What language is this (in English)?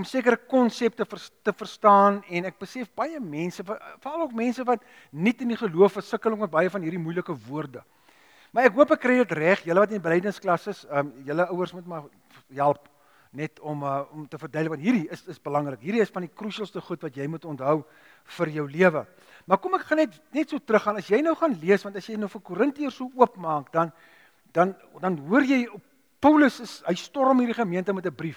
Afrikaans